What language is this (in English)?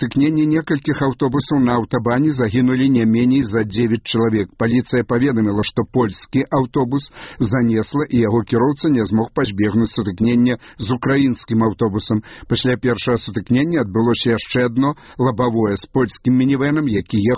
Belarusian